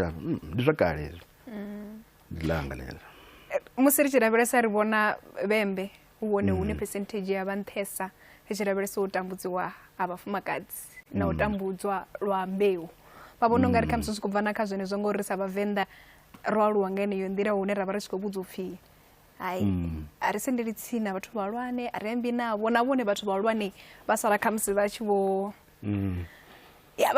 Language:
Venda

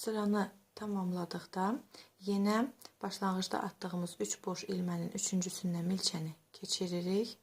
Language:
Azerbaijani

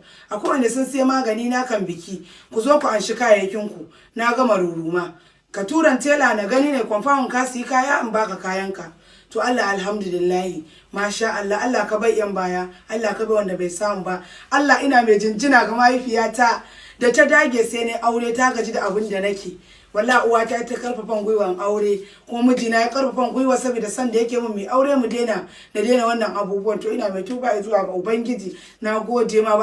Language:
Hausa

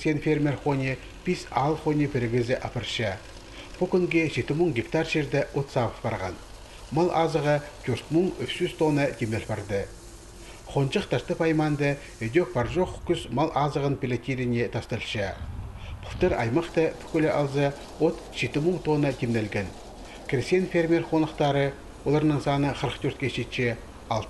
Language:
Khakas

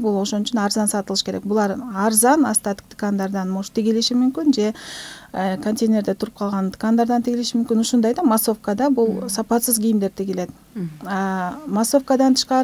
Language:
Kyrgyz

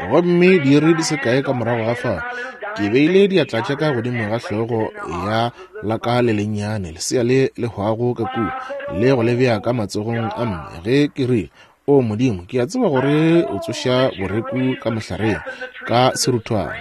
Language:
Northern Sotho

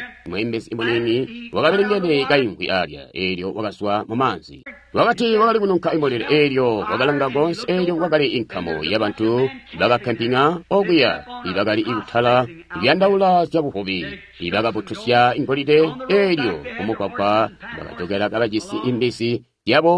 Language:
Tonga (Zambia)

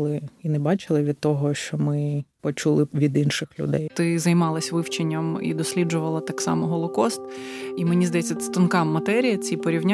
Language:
Ukrainian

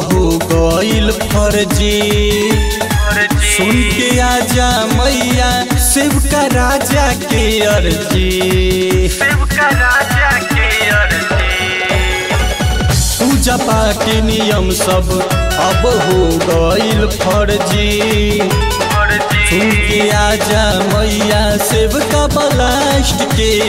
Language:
Bhojpuri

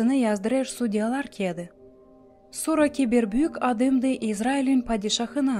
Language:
Gagauz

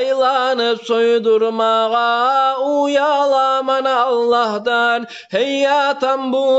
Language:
Kumyk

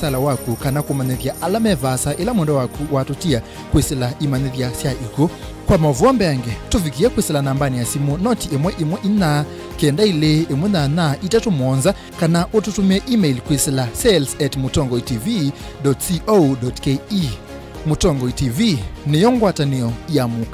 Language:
Kamba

